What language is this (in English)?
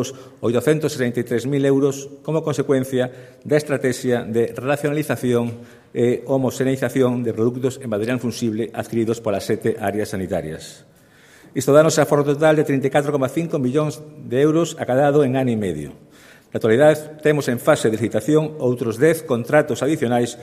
Galician